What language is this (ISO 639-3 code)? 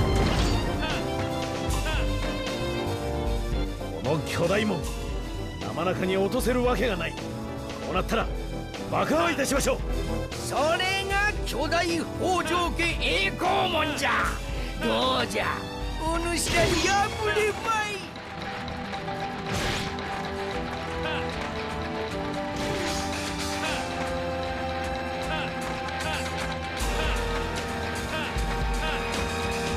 jpn